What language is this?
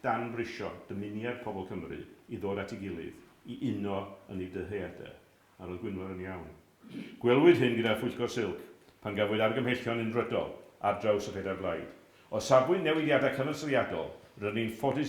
Welsh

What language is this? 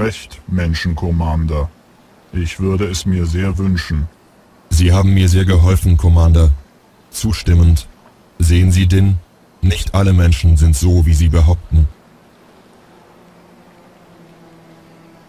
German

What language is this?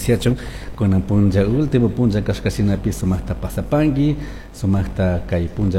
Chimborazo Highland Quichua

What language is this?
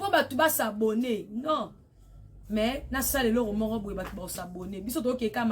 Lingala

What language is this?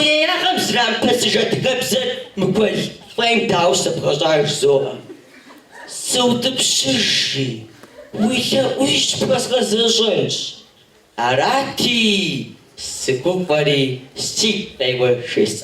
Kabardian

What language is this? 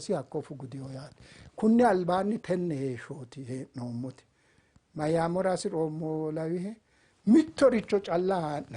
Sidamo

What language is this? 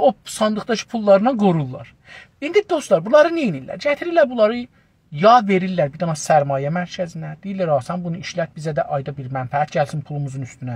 South Azerbaijani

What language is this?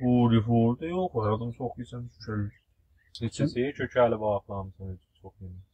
South Azerbaijani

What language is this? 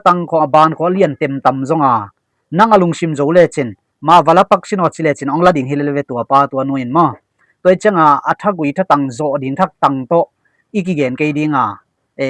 Tedim Chin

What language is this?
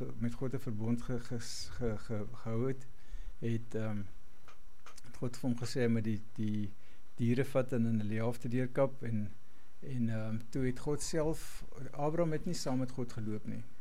Afrikaans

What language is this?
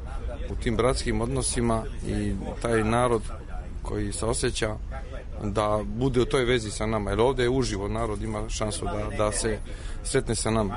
Serbian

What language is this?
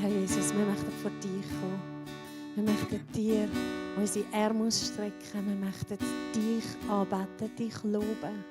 Swiss German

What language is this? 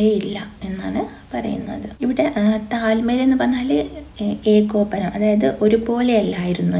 Malayalam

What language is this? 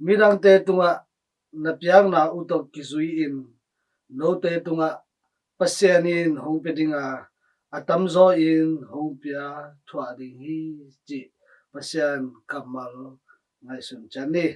Tedim Chin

